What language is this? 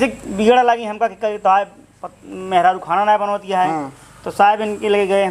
Awadhi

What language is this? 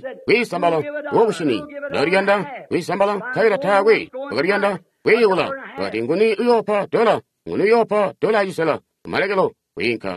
Tonga (Zambia)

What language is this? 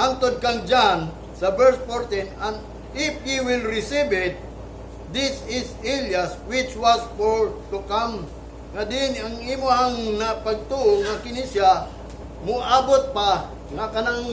Cebuano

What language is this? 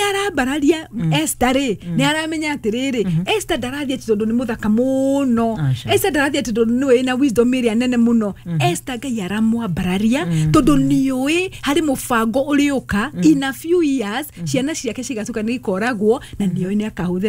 Kikuyu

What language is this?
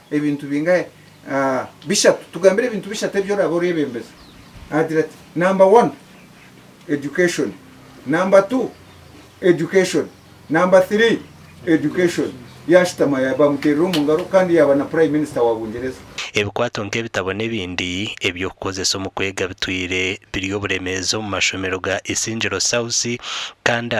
Nyankole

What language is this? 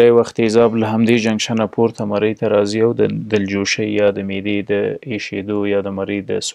Pashto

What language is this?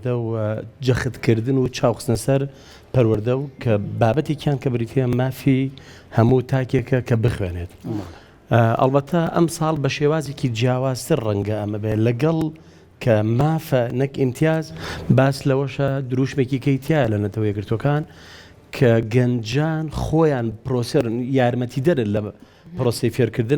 Central Kurdish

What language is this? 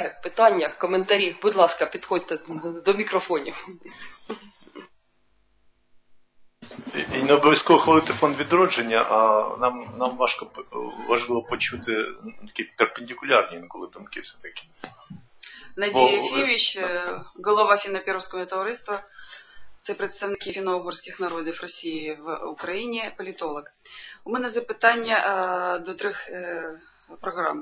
Ukrainian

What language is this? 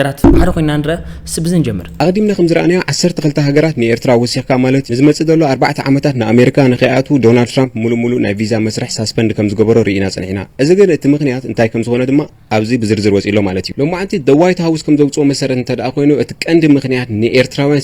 Tigrinya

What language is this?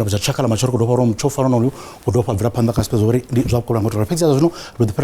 Venda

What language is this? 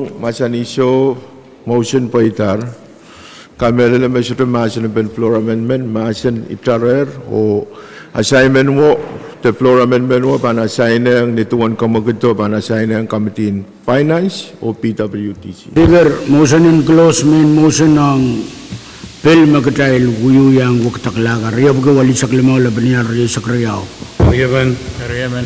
Pohnpeian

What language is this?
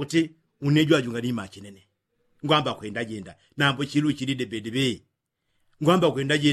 Yao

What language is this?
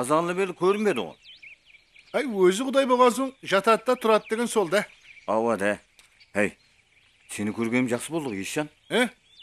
Kara-Kalpak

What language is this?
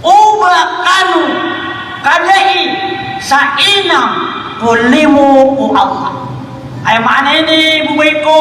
Maranao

